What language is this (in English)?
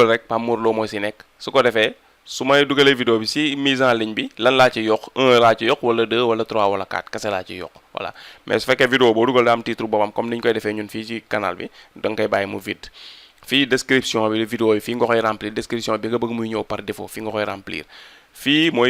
Wolof